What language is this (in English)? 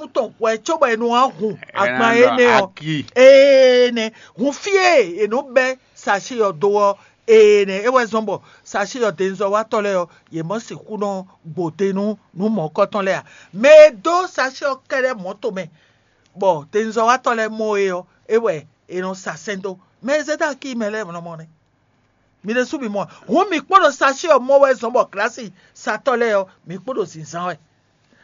Fon